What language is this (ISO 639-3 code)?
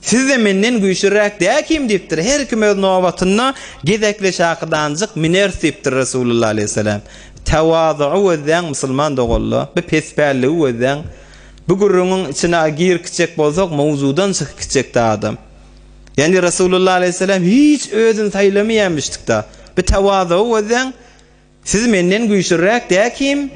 tuk